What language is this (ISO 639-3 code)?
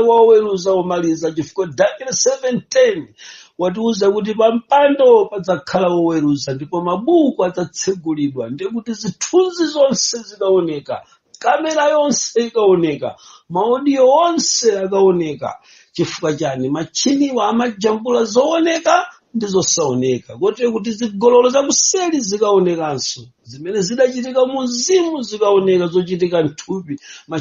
nya